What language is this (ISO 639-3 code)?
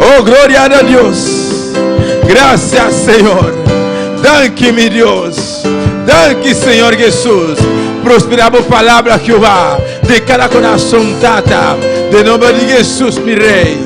pap